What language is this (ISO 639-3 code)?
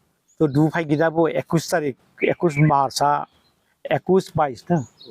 dis